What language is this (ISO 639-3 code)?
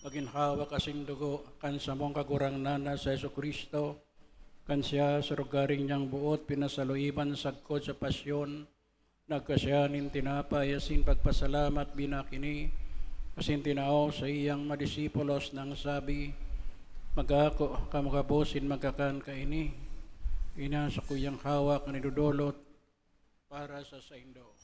bik